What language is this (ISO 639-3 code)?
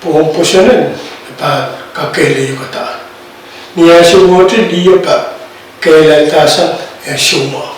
pon